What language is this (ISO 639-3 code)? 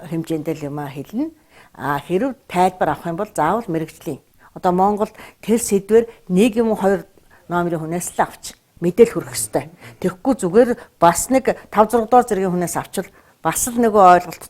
mon